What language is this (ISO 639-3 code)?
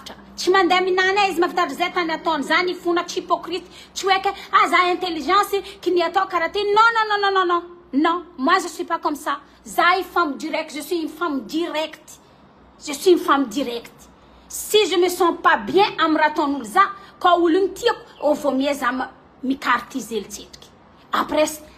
mlg